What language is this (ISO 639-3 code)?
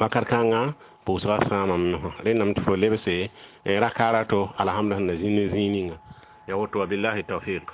mos